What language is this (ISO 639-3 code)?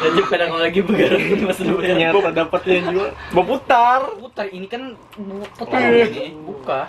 bjn